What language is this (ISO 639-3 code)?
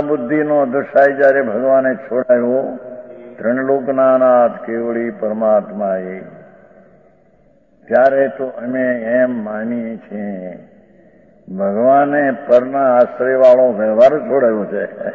guj